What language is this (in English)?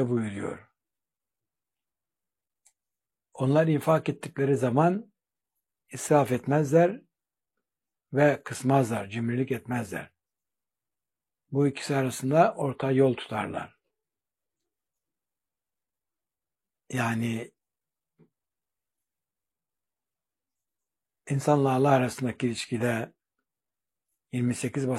Turkish